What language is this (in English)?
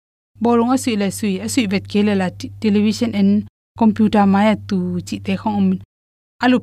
Tedim Chin